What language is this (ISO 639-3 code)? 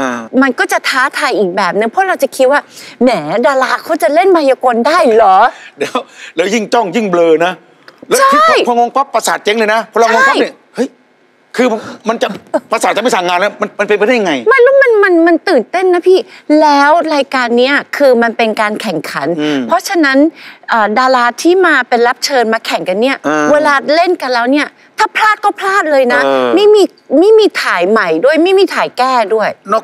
tha